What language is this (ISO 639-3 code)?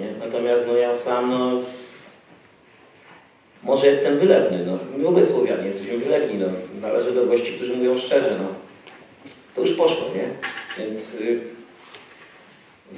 pol